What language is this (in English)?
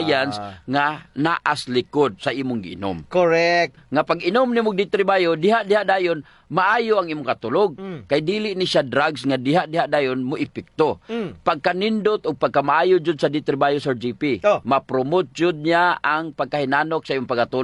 Cebuano